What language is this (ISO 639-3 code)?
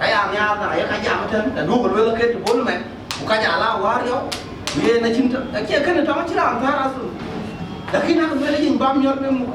din